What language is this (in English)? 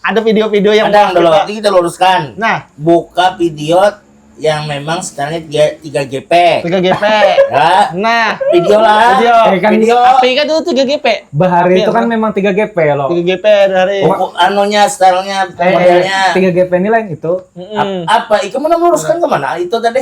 Banjar